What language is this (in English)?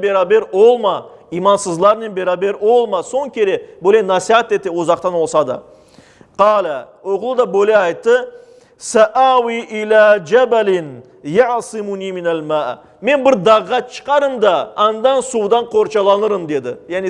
Crimean Tatar